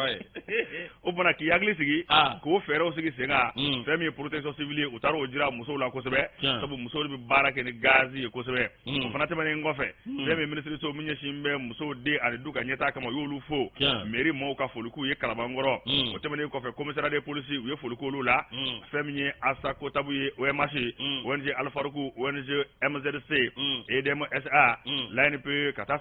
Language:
Bambara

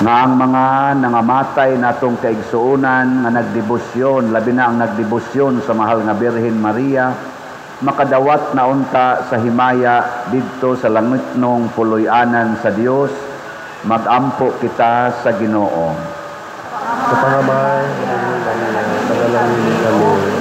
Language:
Cebuano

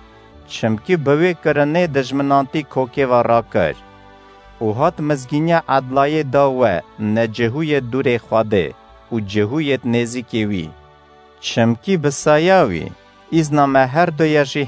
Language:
Kurdish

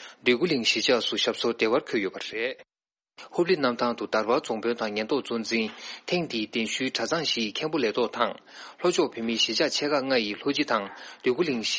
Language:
Tibetan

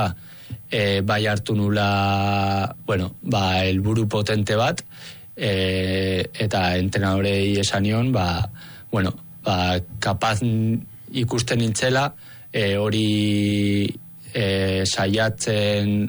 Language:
Basque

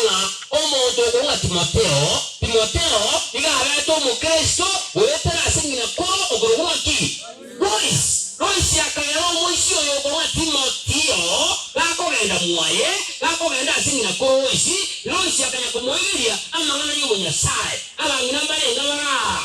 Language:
Gusii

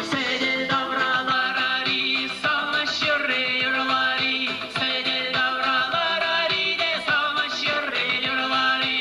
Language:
Chuvash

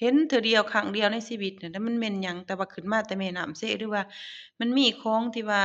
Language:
Lao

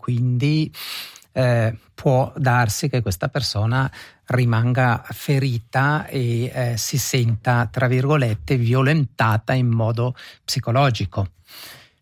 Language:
Italian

